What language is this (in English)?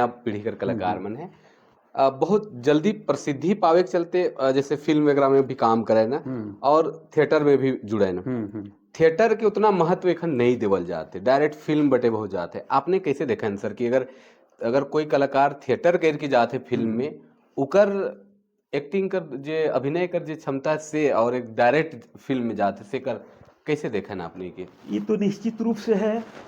Sadri